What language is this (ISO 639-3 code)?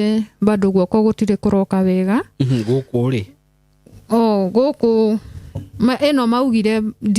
kik